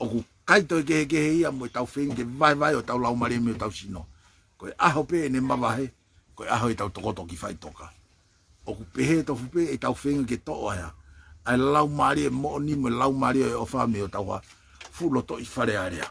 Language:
Tongan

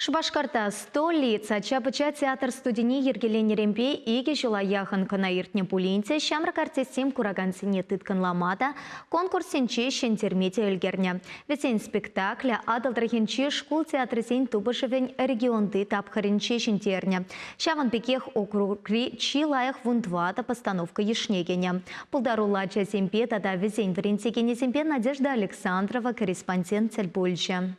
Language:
Chuvash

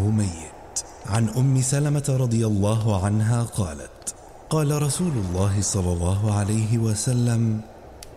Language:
Arabic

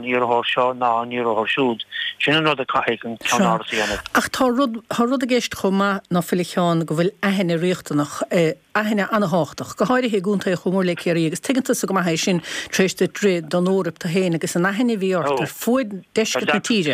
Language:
Irish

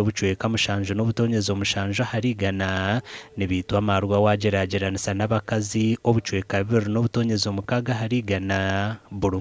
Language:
Nyankole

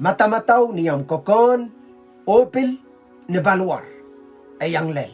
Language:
Pohnpeian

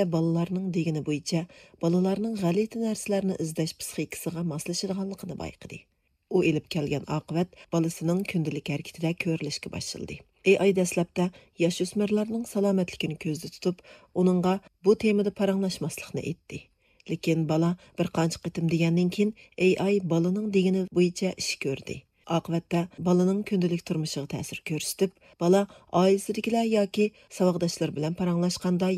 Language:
Uyghur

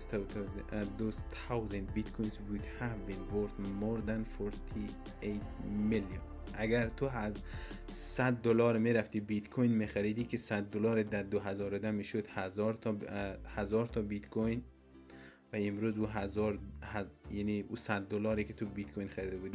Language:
Persian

